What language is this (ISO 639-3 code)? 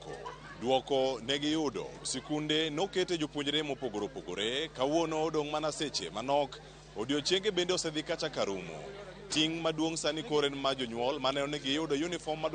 luo